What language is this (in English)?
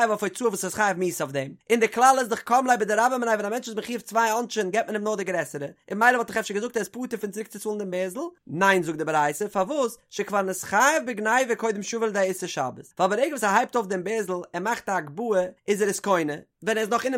Yiddish